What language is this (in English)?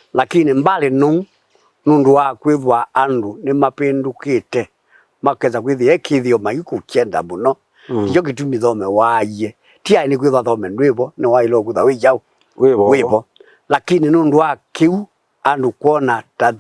Kamba